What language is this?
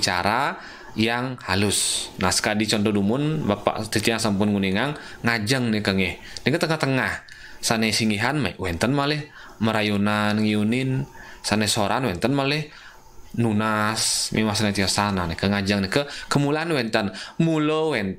Balinese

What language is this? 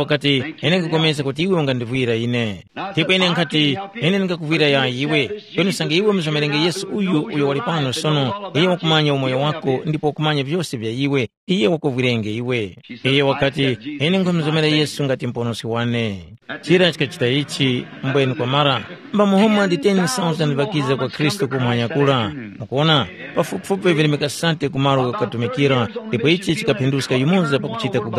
Tumbuka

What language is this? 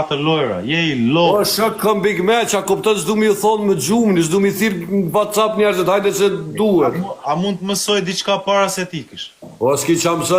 Albanian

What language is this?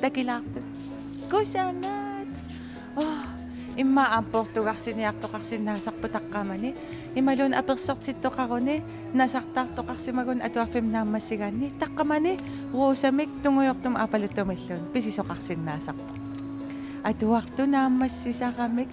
Kalaallisut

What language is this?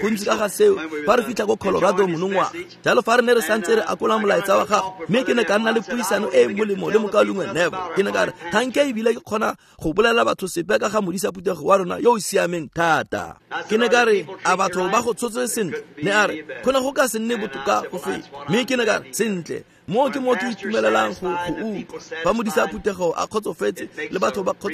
Tswana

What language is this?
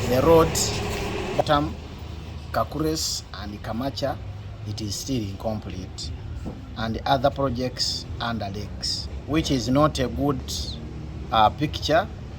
Teso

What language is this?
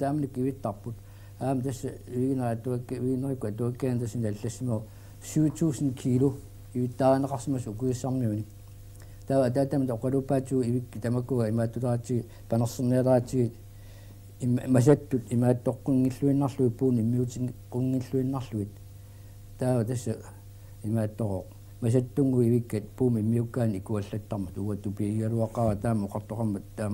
Kalaallisut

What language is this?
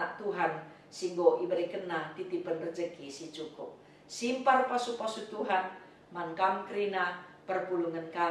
Batak Karo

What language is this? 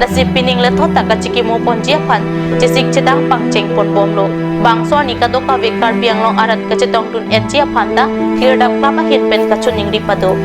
Karbi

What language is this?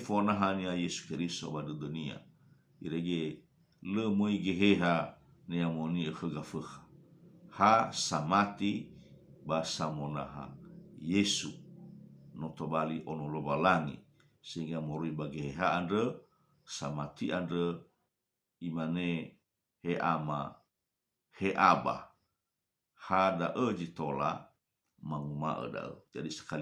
Nias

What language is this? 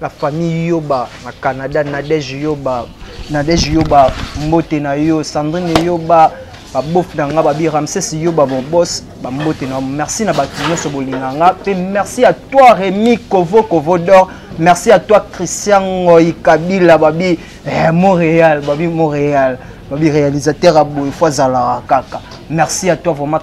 Lingala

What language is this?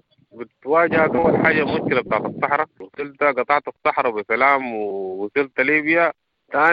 Sudanese Arabic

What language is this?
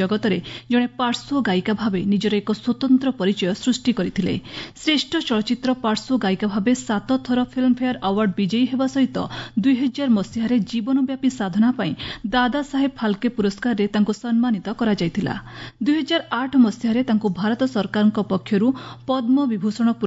Odia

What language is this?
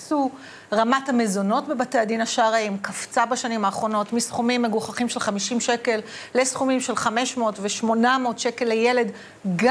Hebrew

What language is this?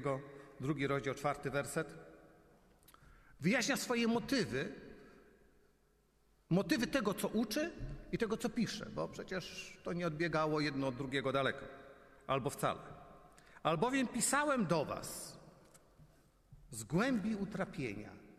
Polish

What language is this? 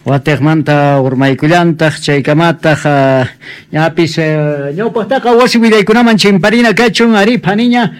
Quechua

